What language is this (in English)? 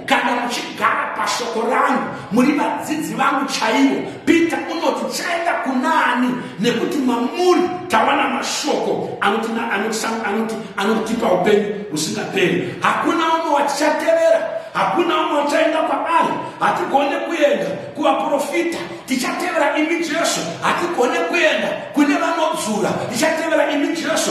Shona